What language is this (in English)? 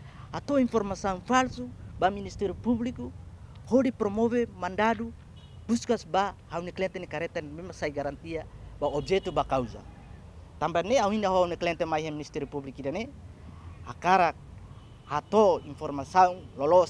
Tetum